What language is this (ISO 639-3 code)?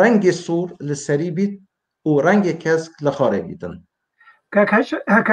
kur